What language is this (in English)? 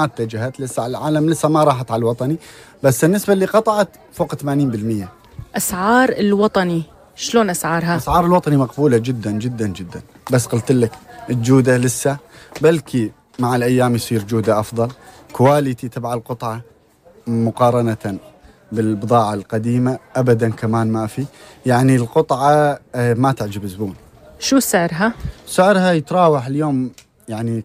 North Levantine Arabic